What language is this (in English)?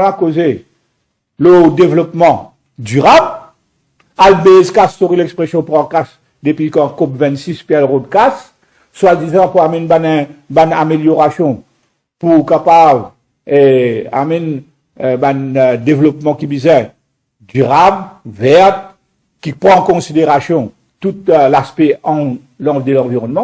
Morisyen